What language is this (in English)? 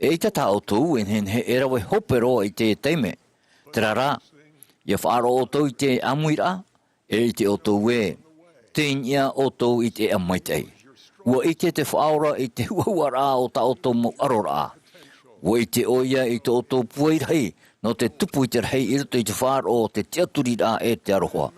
Tahitian